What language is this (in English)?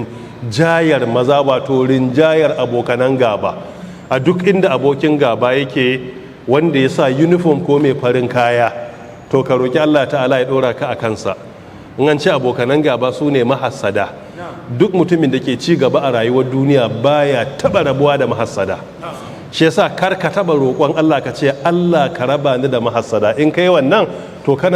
Hausa